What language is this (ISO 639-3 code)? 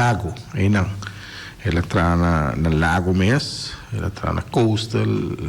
pap